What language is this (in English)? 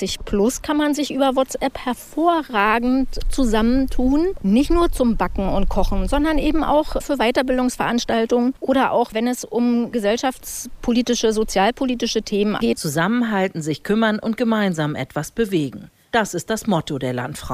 German